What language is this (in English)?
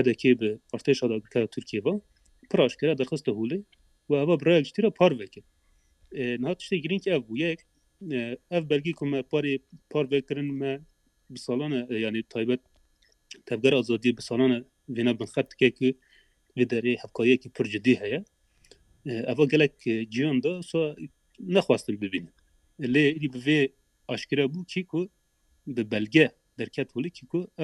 Kurdish